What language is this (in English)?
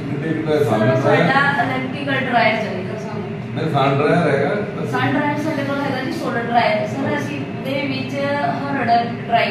Punjabi